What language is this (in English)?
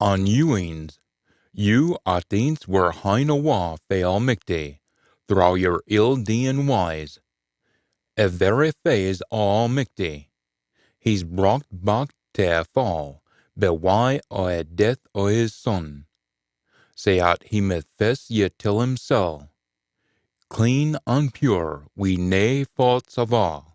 Scots